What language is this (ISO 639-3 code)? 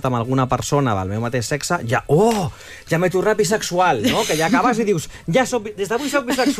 cat